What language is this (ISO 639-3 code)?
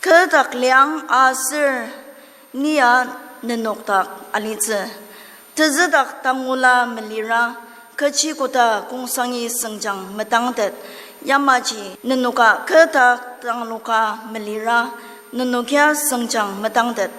njo